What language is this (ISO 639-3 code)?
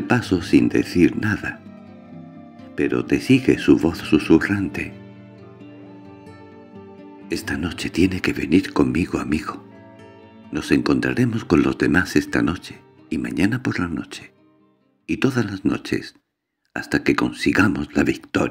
spa